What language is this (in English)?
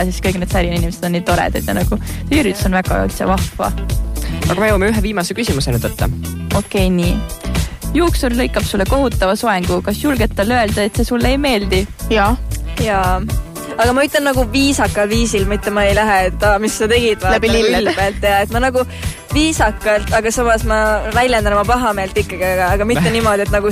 Estonian